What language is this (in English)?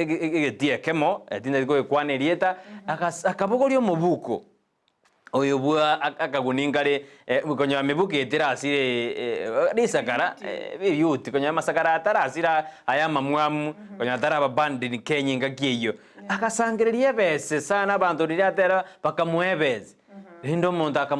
Gusii